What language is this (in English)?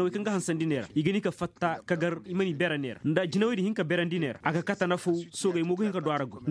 Koyraboro Senni